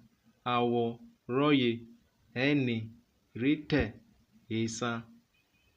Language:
Urhobo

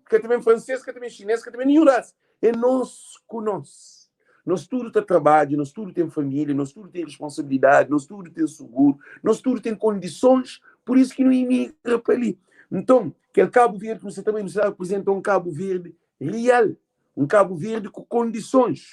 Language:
Kabuverdianu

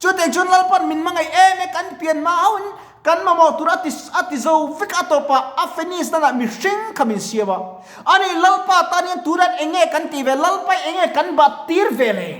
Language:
Mizo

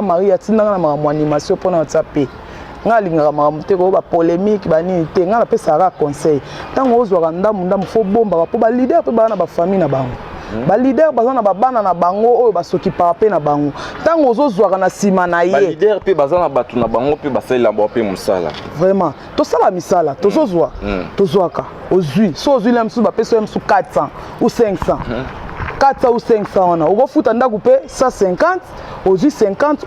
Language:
Lingala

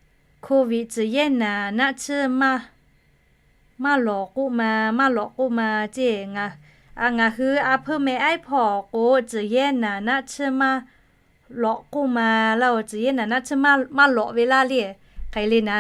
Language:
Lahu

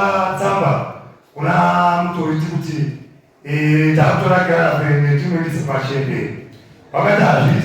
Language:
Shona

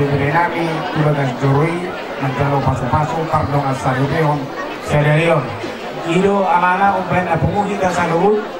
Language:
Batak Toba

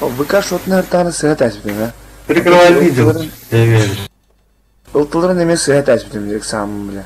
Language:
Yakut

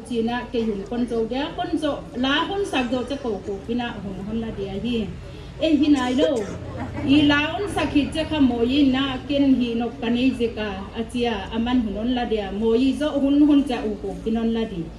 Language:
Paite Chin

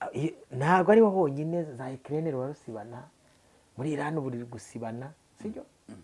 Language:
Kinyarwanda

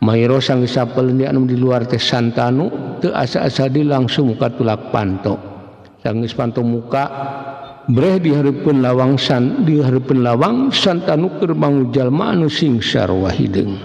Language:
Sundanese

